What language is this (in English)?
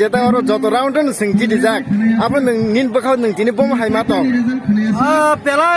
Kok Borok